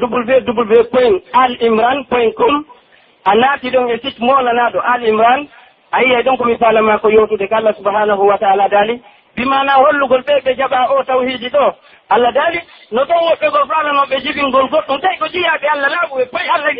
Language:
Pular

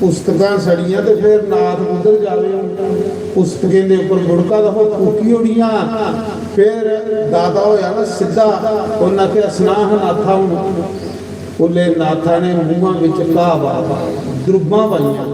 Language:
Dogri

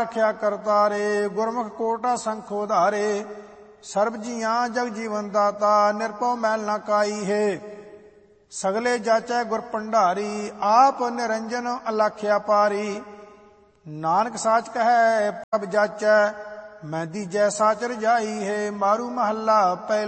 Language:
Punjabi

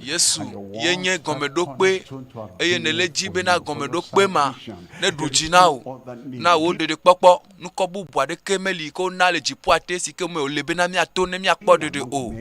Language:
Ewe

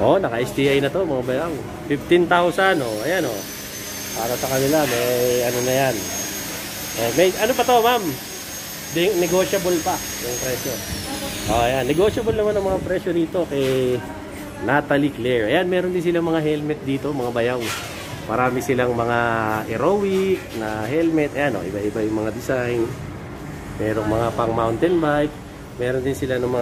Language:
Filipino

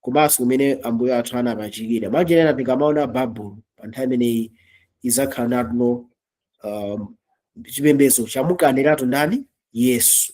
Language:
Nyanja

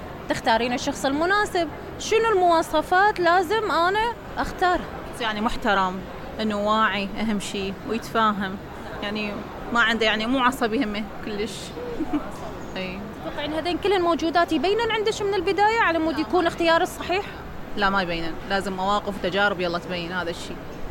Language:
Mesopotamian Arabic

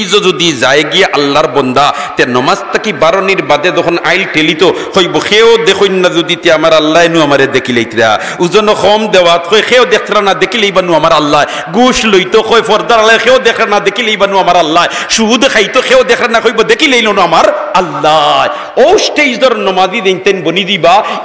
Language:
Sylheti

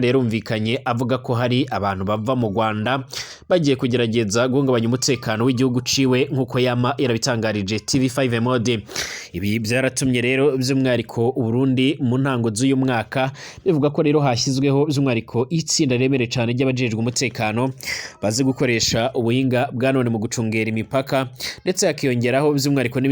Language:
Rundi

